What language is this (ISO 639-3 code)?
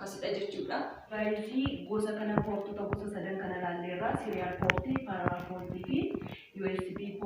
orm